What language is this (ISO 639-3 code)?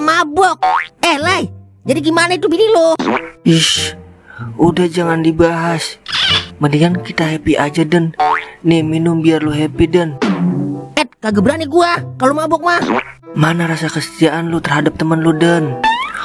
bew